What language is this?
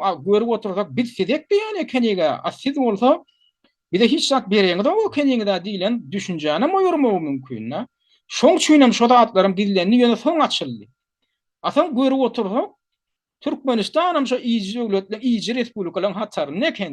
Turkmen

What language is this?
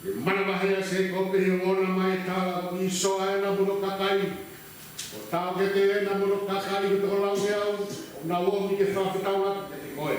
Tongan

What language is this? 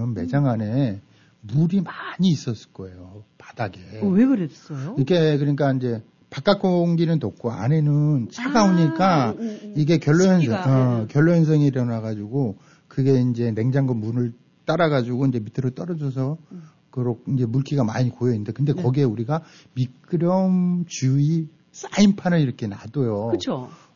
Korean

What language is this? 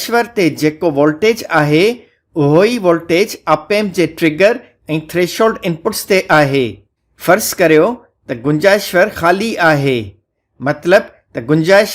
Sindhi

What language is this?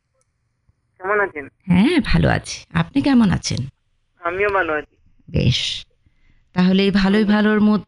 Bangla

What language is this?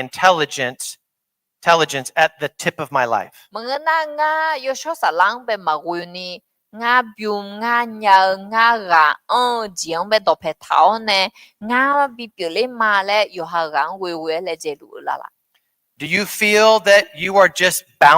Akha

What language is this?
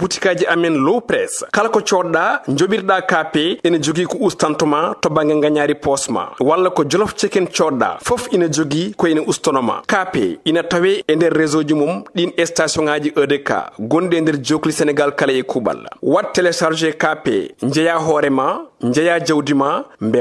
Fula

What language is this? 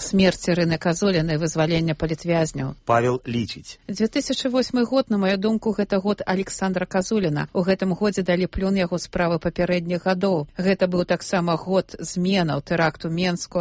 Belarusian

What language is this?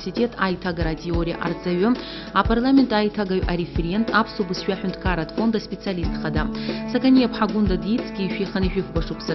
Abkhazian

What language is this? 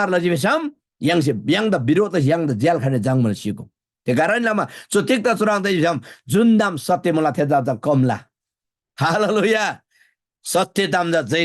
Eastern Tamang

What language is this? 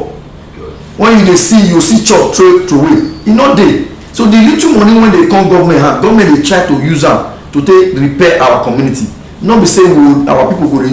Nigerian Pidgin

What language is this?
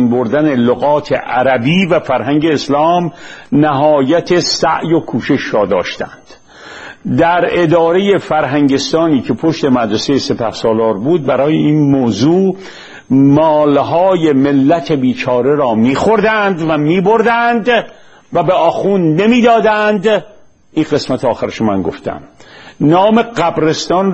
Persian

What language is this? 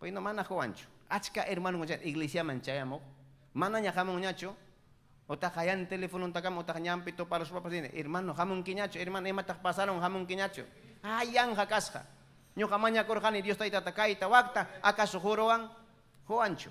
Ayacucho Quechua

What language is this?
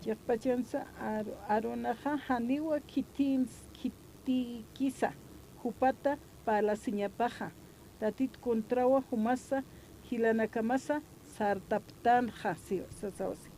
Aymara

